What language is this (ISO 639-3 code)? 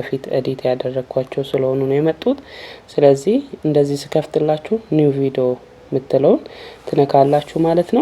amh